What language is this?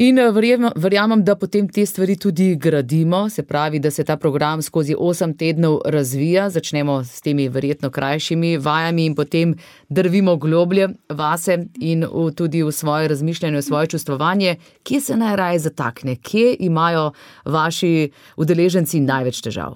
Slovenian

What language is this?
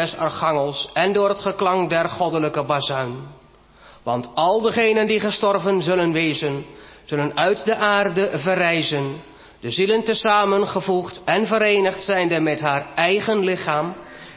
Dutch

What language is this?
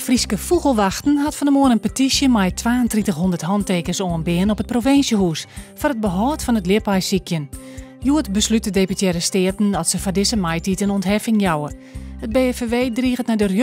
Western Frisian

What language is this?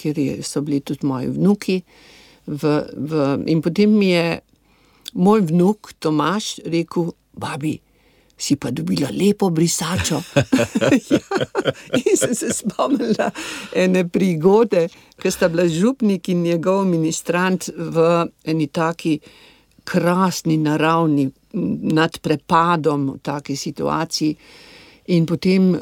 Slovenian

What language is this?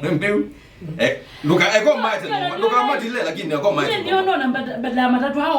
Kamba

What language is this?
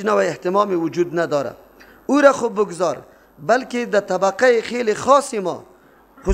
Persian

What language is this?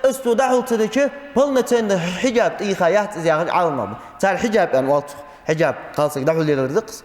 Ingush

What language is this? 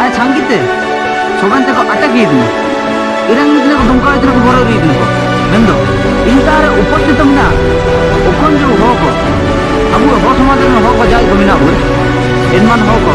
Ho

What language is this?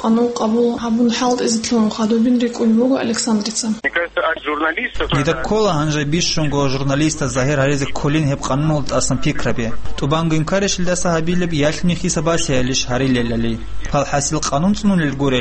Avaric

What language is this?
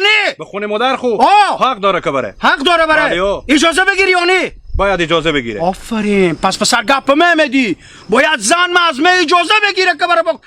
Hazaragi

